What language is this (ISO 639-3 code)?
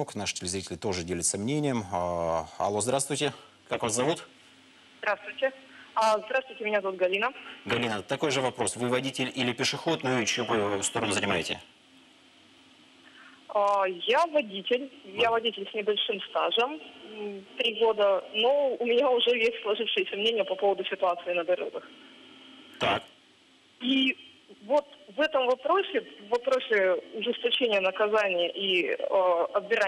rus